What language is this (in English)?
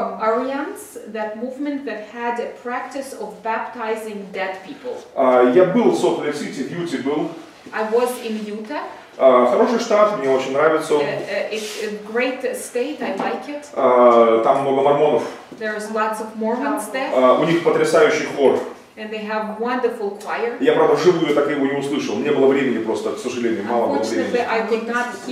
Russian